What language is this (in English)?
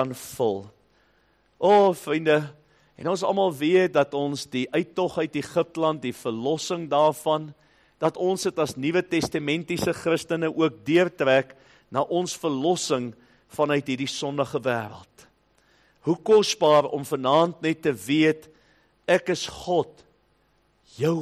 Afrikaans